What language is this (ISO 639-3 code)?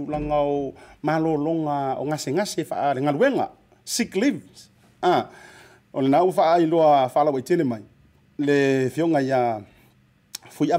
smo